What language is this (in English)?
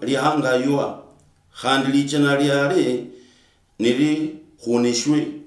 Luyia